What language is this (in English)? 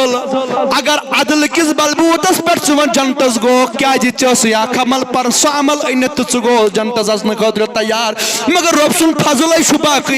Kashmiri